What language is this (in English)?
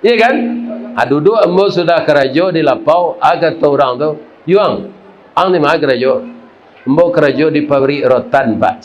Minangkabau